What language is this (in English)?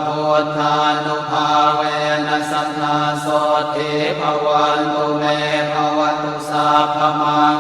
Pali